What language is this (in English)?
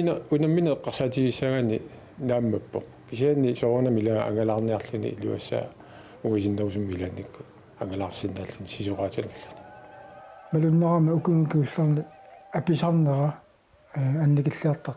Kalaallisut